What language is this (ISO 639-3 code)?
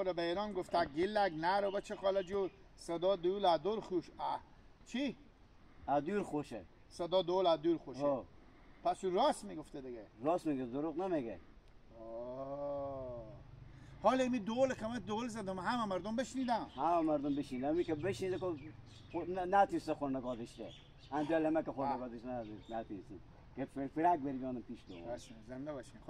haz